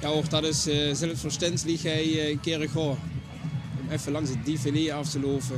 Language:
Limburgish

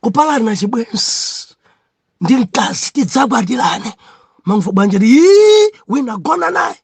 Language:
Nyanja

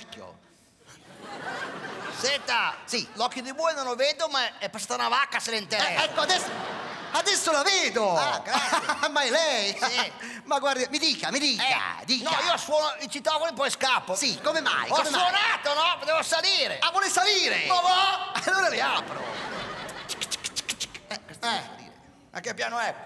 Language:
Italian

